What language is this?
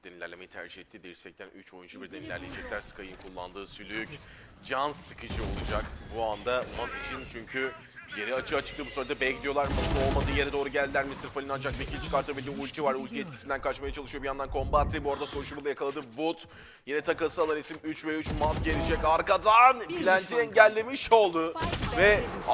Turkish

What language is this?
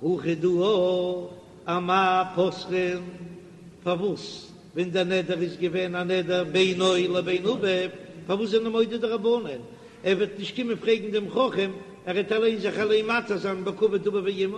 Yiddish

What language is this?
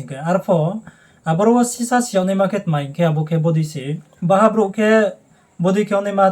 Riang (India)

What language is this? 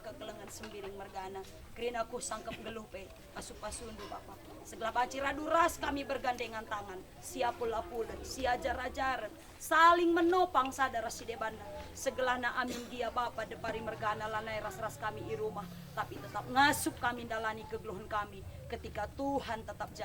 Batak Karo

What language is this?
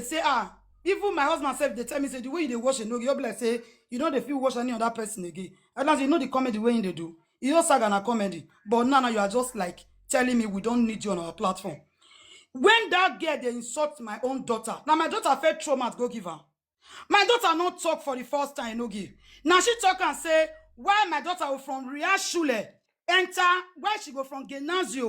Nigerian Pidgin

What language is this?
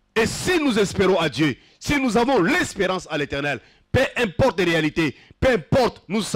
French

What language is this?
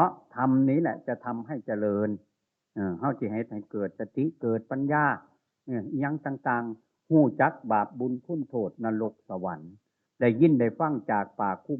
Northeastern Thai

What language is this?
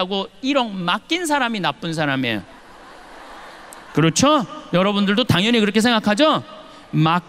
Korean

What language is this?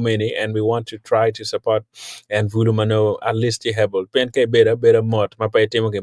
Acoli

